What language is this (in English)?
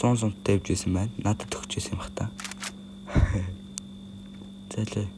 Mongolian